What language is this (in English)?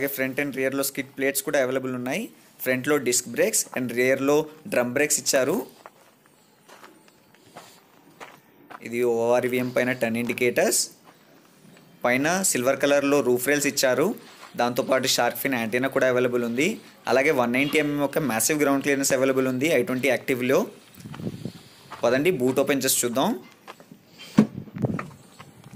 Telugu